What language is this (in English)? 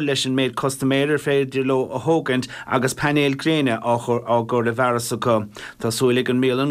Irish